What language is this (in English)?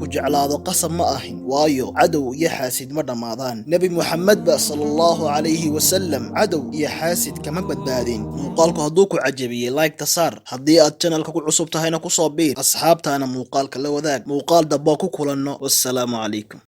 Somali